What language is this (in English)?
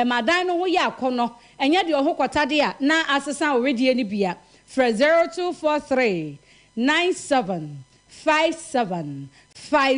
Akan